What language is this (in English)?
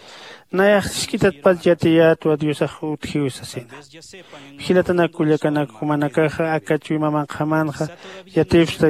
Aymara